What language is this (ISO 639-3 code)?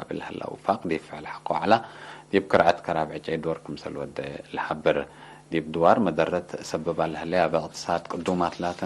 tig